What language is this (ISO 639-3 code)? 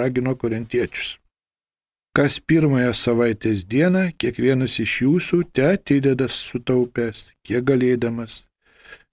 lit